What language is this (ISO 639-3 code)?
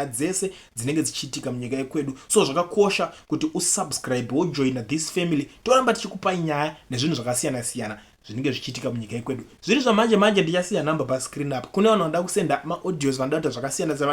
sna